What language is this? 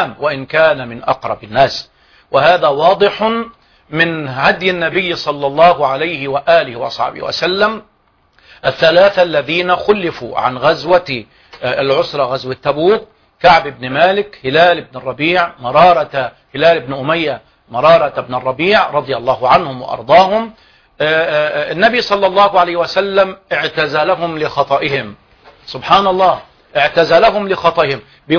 Arabic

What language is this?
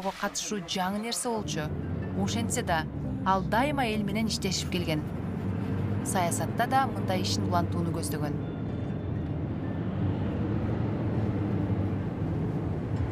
Kyrgyz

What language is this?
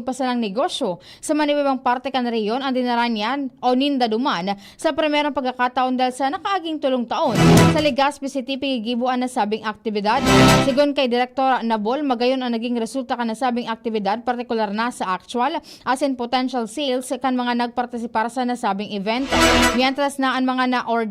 Bikol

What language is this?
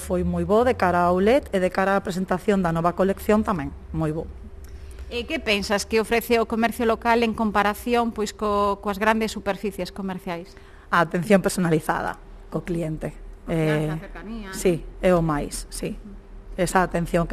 Galician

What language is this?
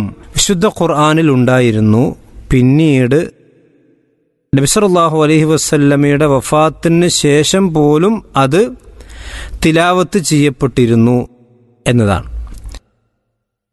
Malayalam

